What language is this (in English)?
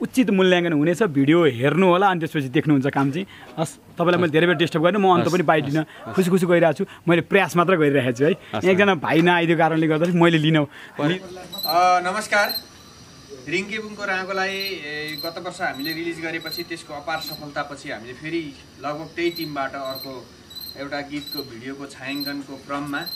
Nepali